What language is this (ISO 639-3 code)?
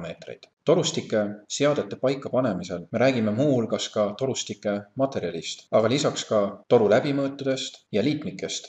est